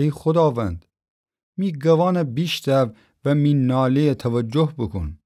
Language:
Gilaki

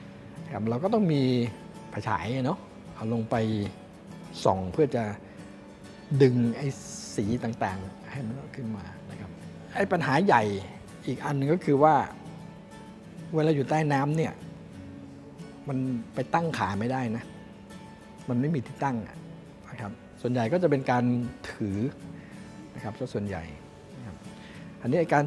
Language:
Thai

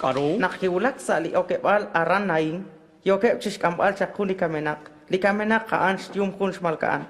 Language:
Kekchí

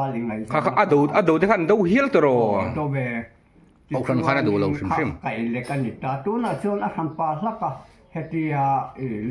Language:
Mizo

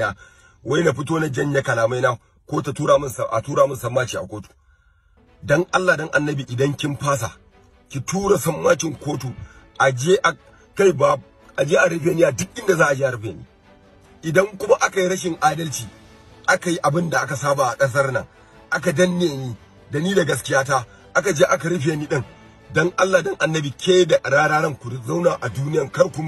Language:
Hausa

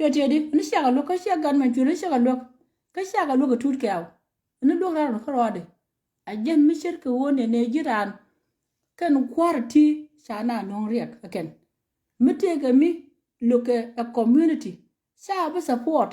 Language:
Nuer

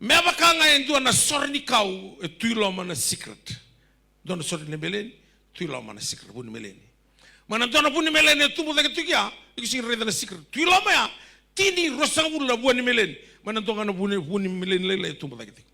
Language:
Fijian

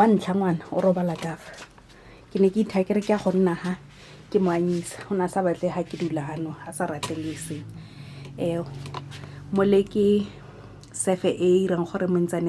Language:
Tswana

